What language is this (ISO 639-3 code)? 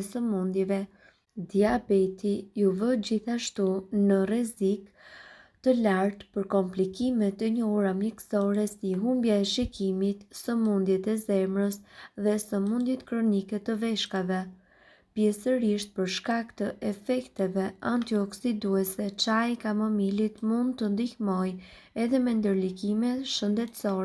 sqi